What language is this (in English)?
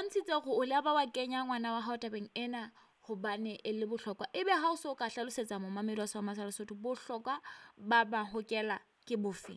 Southern Sotho